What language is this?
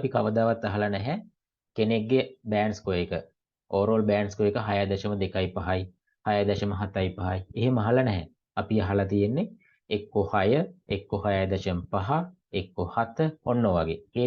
Sinhala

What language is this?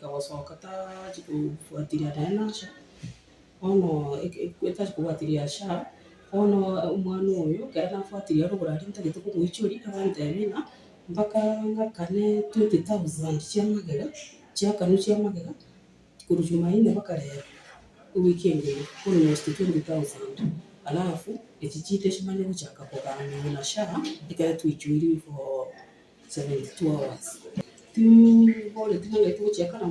Gusii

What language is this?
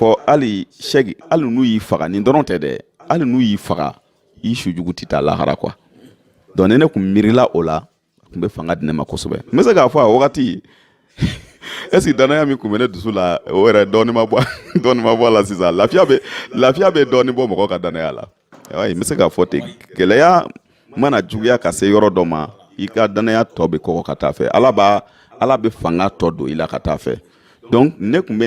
Bambara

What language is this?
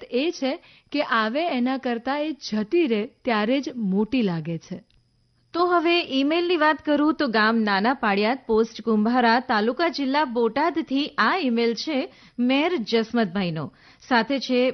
Gujarati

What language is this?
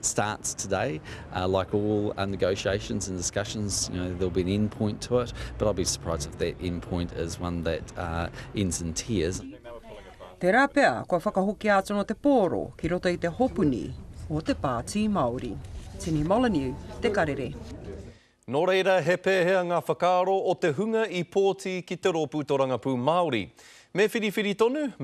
Māori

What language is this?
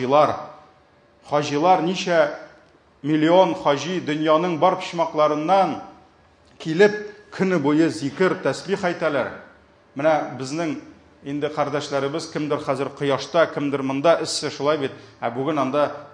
Tatar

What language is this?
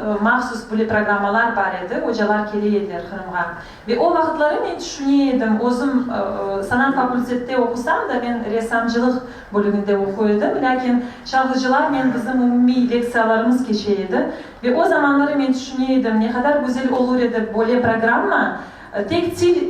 Crimean Tatar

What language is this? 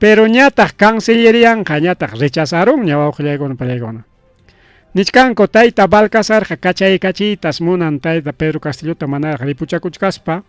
Ayacucho Quechua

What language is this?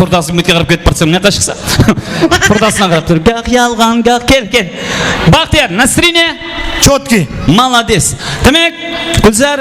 Kara-Kalpak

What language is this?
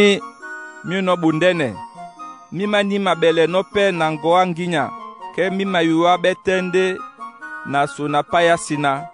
Duala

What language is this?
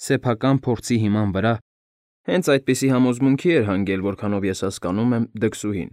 Armenian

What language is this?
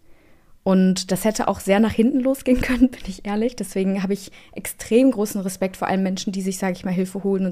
German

